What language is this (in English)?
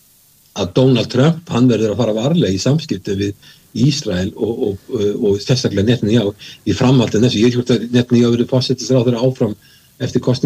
Icelandic